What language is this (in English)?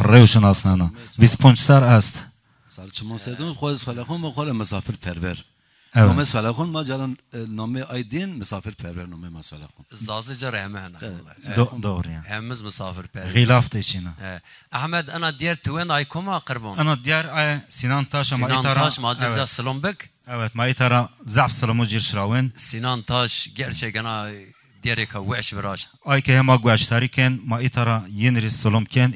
Zaza